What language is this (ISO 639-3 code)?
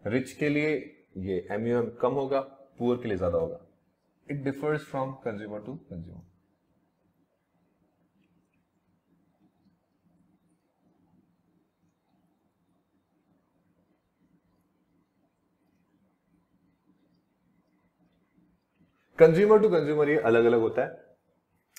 hin